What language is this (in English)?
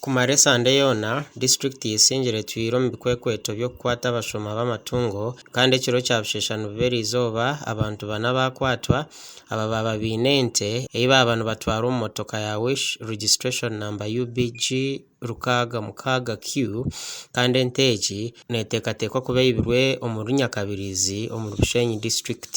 Nyankole